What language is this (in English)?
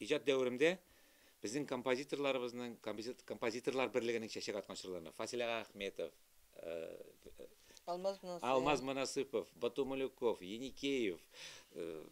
Tatar